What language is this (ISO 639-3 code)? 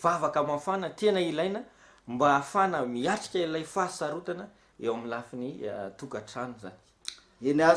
mlg